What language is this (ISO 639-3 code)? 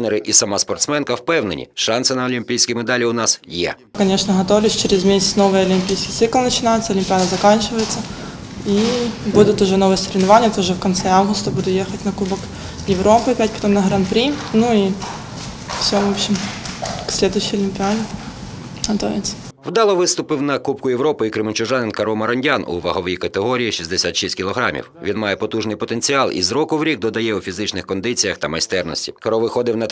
ukr